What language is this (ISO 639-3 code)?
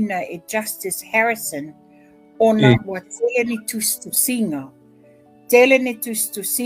smo